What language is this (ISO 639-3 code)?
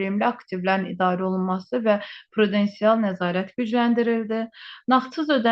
aze